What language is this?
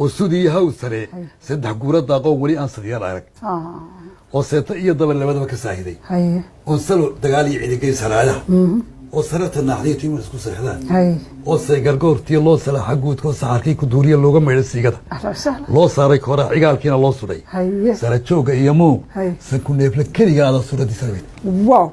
Somali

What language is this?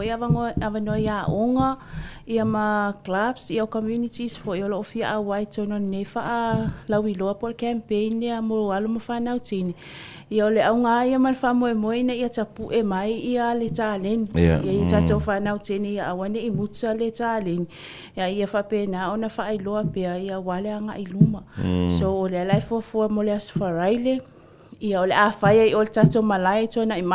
Samoan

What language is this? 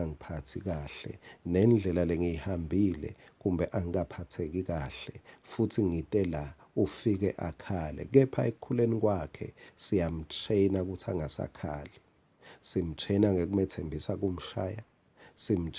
Swati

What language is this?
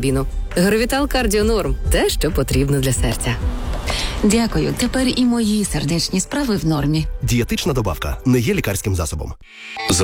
Ukrainian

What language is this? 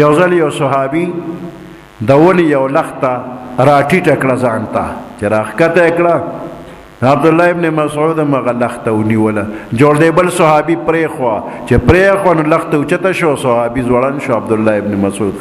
Pashto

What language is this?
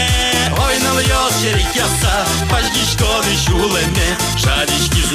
Udmurt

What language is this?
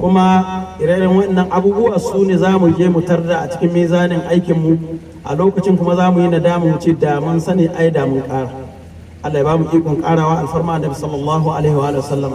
Hausa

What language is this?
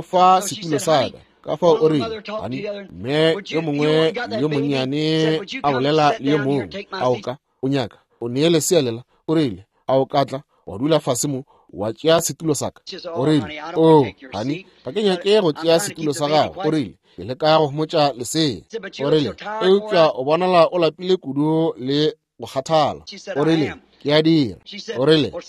Northern Sotho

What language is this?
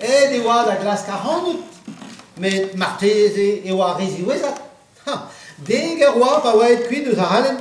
Breton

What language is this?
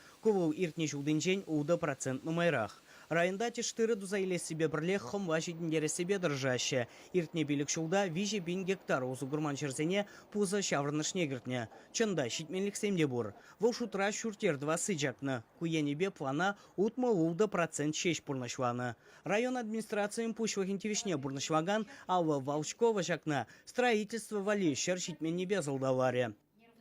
Chuvash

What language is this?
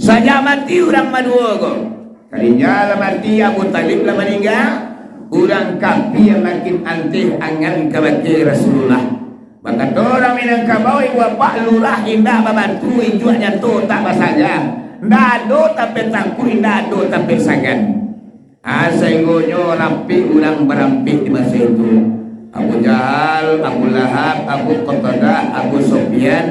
Minangkabau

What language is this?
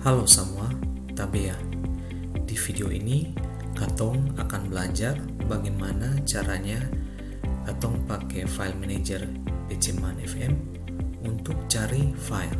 Ambonese Malay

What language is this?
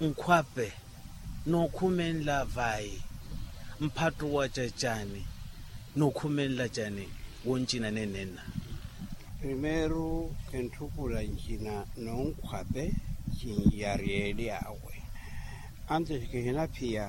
Makhuwa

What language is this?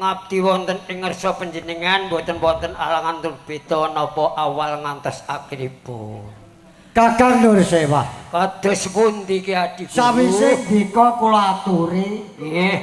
Javanese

